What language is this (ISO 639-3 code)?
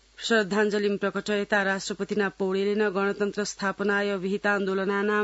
san